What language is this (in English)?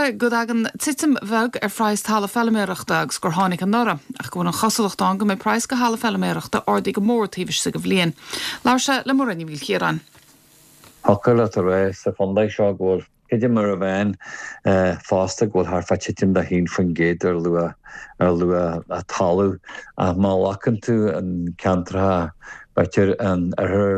Irish